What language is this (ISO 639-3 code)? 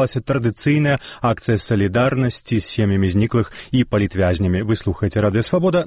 bel